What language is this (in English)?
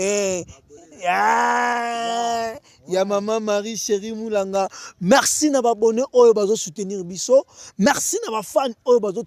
Lingala